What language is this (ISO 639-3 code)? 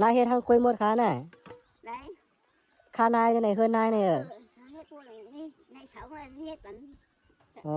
shn